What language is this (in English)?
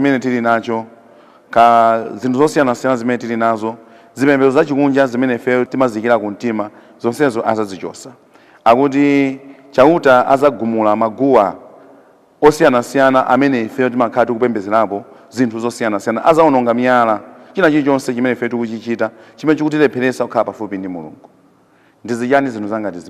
Nyanja